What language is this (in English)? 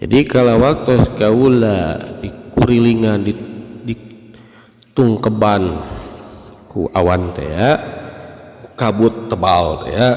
Sundanese